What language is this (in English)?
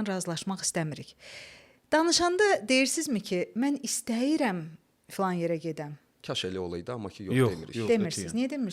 Azerbaijani